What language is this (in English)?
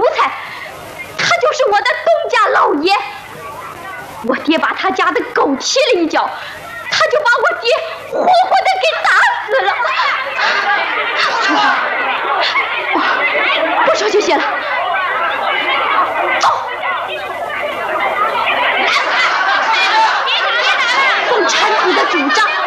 Chinese